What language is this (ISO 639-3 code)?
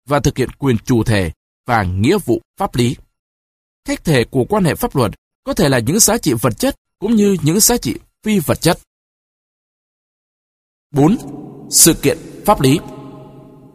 vie